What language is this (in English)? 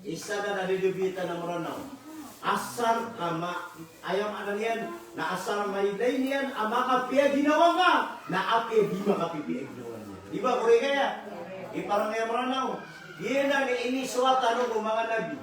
Maranao